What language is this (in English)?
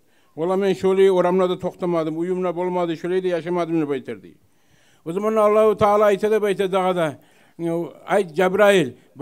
Kumyk